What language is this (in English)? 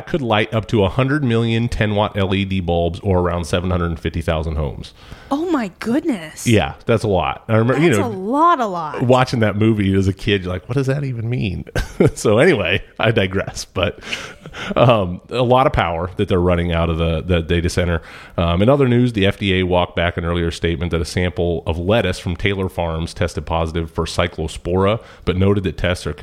English